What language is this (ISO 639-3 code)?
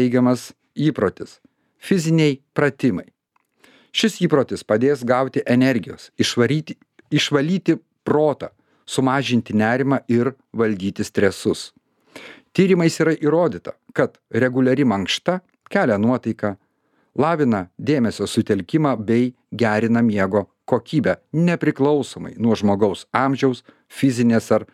lit